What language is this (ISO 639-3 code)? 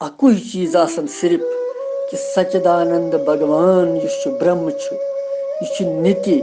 kas